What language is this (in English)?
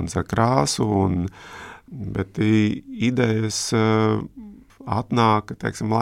Latvian